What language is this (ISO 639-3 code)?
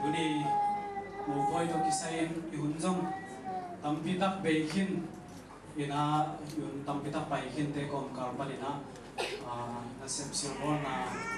ctd